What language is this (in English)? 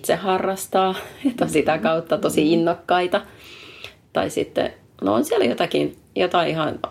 Finnish